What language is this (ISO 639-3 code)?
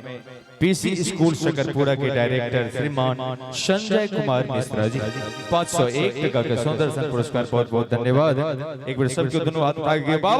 mai